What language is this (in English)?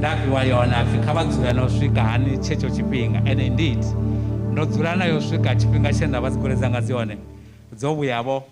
Venda